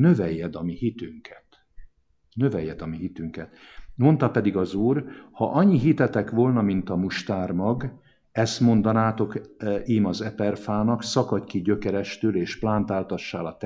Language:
Hungarian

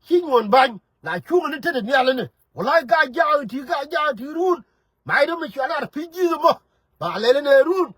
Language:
Nuer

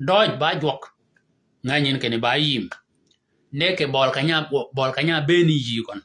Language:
Shilluk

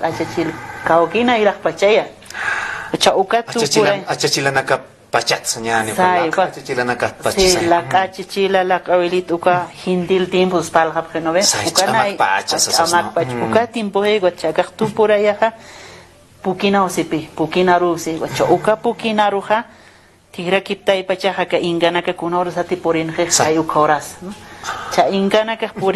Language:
Aymara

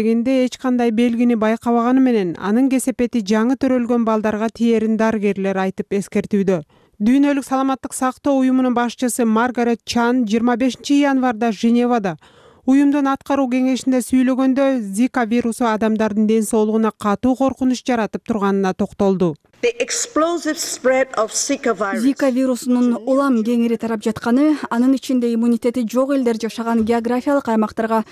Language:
Kyrgyz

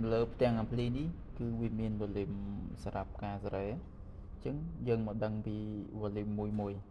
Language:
Khmer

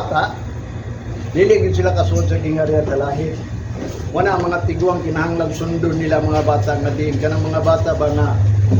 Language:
Cebuano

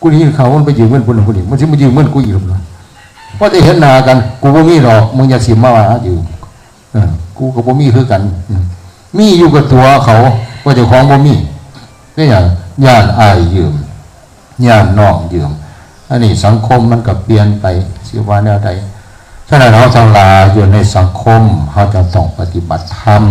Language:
Northeastern Thai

